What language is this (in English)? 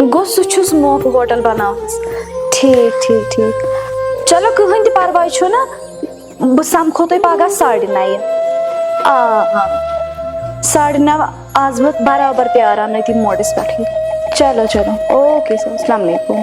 Kashmiri